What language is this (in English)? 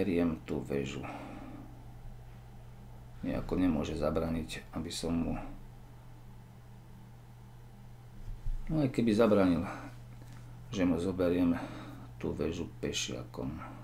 Slovak